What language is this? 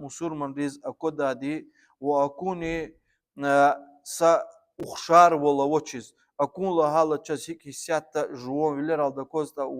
Lezghian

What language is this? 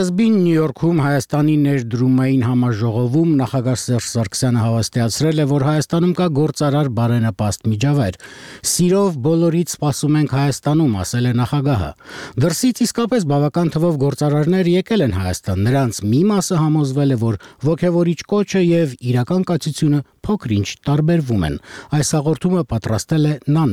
Armenian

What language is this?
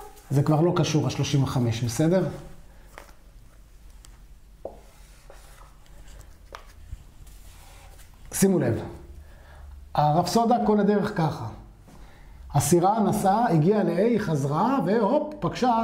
Hebrew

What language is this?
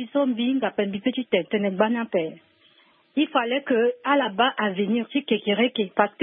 Sango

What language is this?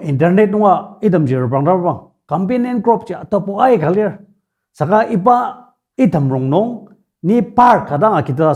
Ao Naga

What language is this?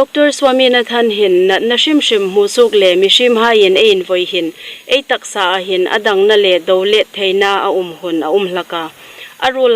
Hmar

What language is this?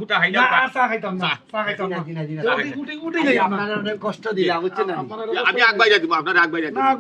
Sylheti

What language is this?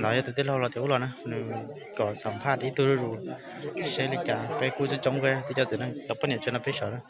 Hmong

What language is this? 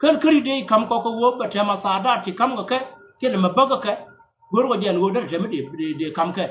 Nuer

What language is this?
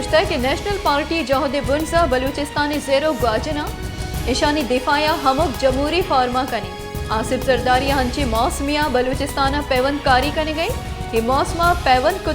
Baluchi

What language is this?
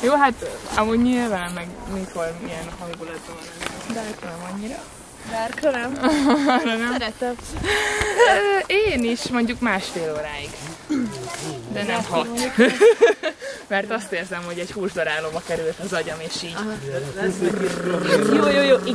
Hungarian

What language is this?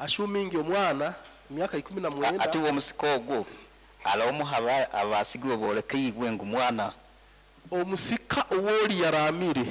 Nyankole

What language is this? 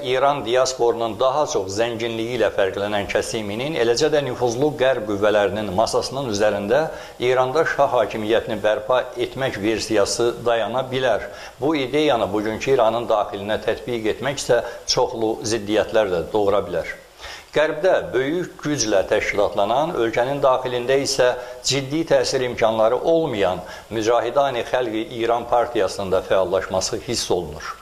South Azerbaijani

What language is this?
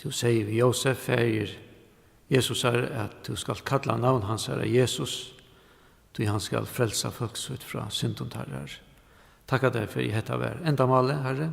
Faroese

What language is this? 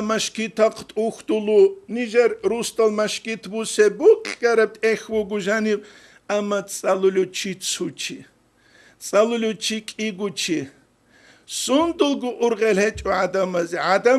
Avaric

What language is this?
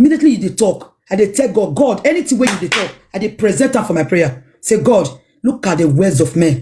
Nigerian Pidgin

